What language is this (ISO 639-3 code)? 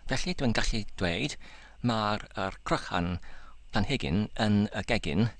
cym